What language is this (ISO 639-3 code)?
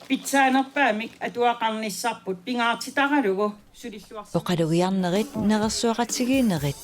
kal